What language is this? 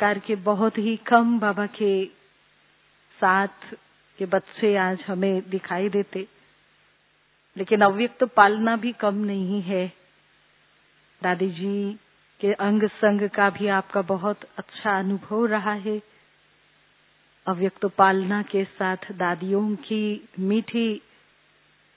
Hindi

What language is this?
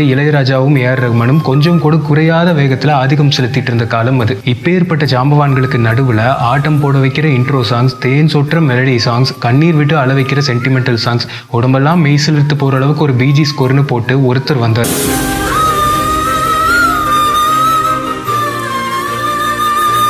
Tamil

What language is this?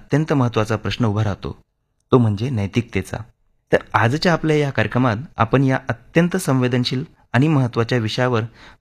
Marathi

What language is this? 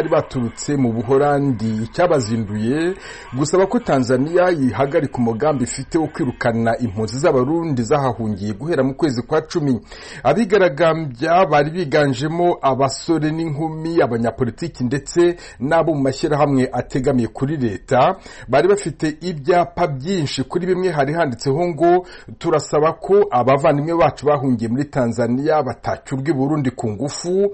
Kinyarwanda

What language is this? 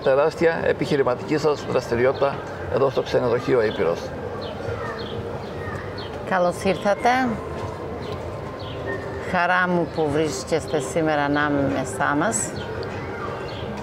Greek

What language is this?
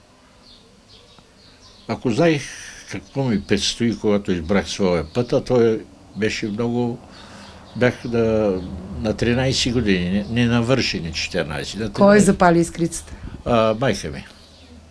Bulgarian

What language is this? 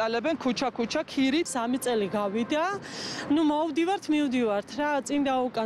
Georgian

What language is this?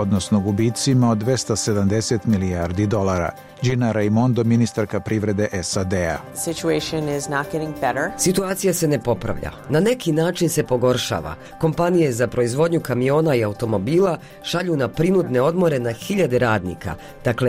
Bosnian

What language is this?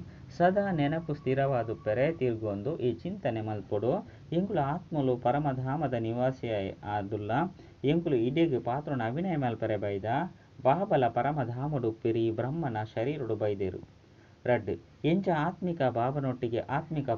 Tulu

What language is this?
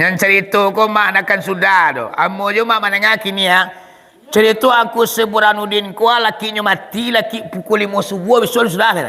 Minangkabau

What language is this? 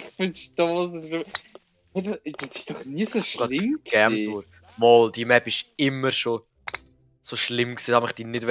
Swiss German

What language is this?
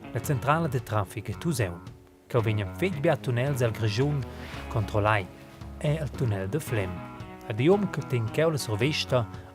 Romansh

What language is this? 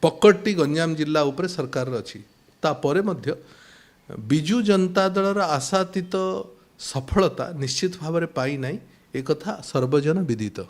Odia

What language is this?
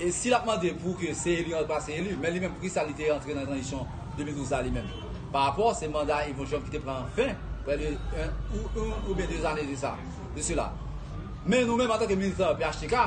Haitian Creole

